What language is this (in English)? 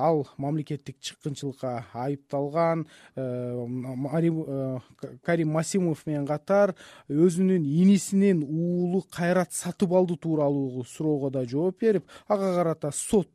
Kyrgyz